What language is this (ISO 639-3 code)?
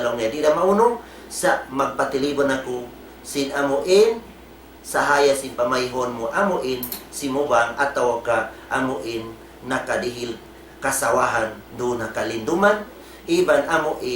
tsg